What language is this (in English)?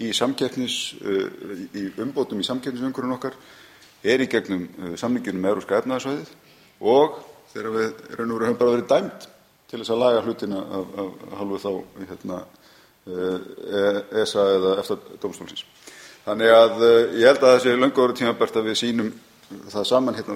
Icelandic